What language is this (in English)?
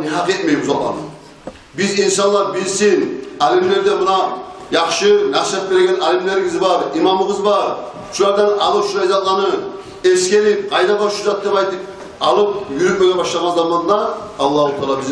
Kumyk